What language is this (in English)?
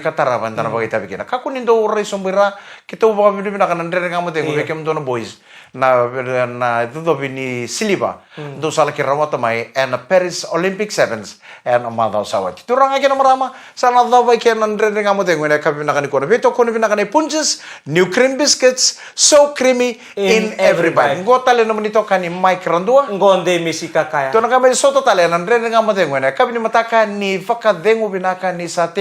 Fijian